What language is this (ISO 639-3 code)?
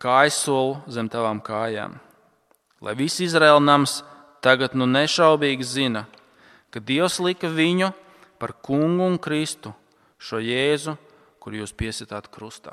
lav